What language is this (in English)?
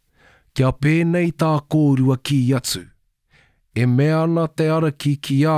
Māori